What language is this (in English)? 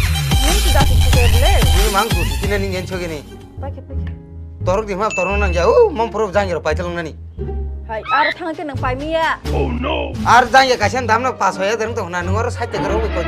Kok Borok